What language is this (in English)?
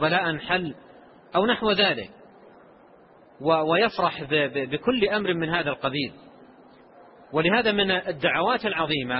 Arabic